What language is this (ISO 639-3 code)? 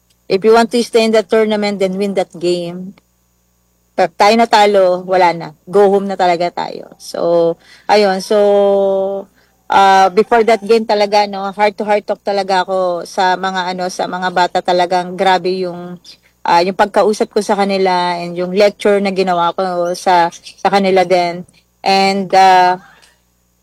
fil